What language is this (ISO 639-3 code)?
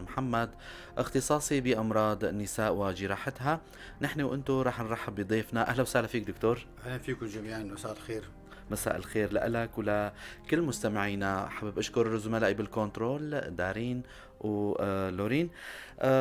apc